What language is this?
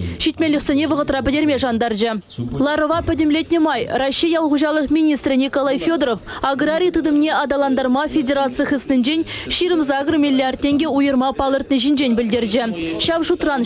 Chuvash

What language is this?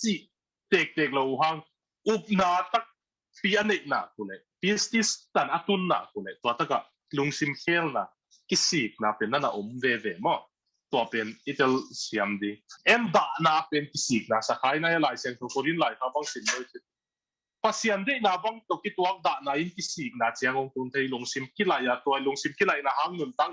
Tedim Chin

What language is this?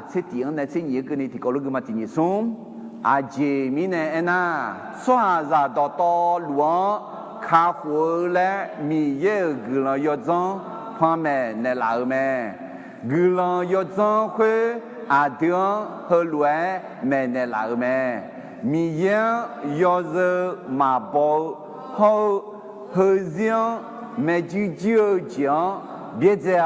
Akha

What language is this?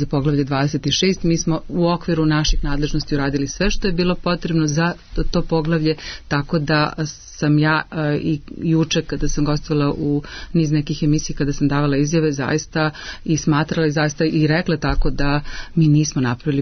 Serbian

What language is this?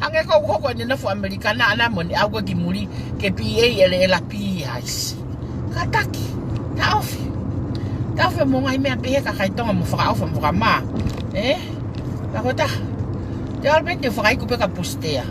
Tongan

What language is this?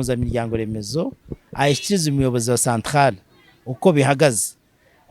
Kinyarwanda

